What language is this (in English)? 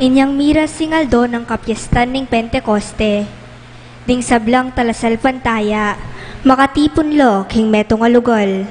Pampanga